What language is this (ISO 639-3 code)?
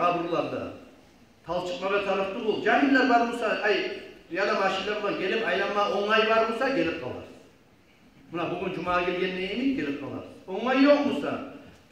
kum